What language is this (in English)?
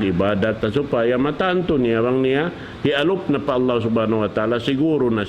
Tausug